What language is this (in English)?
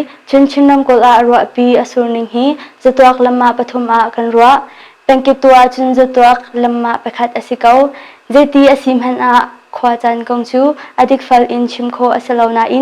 Hakha Chin